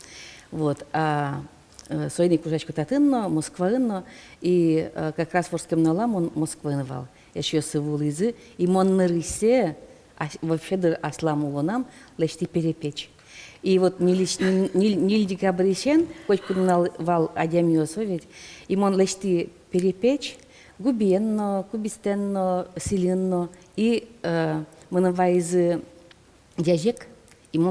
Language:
Udmurt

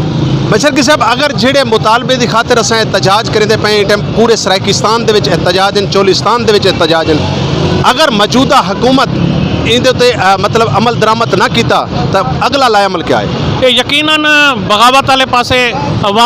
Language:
Saraiki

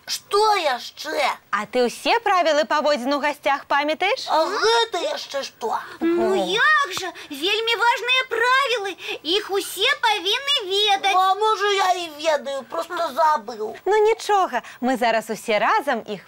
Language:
Belarusian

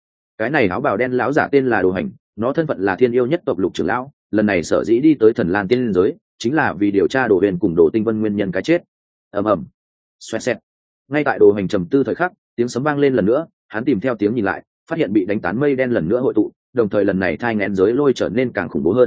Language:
Vietnamese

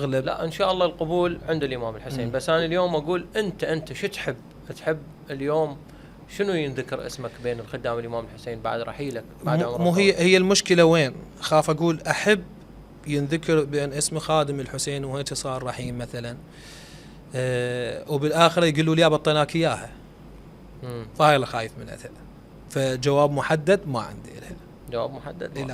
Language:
Mesopotamian Arabic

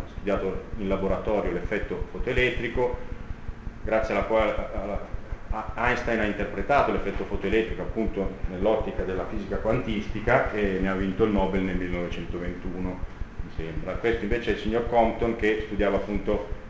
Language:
Italian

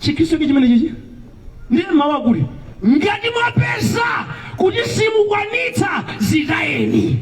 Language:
Nyanja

